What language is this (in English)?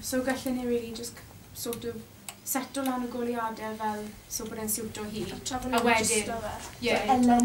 Welsh